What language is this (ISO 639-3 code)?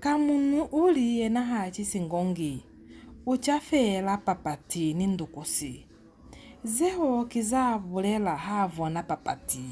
loz